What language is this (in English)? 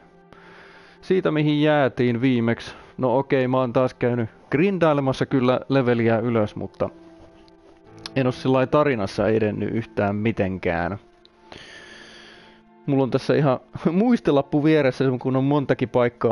Finnish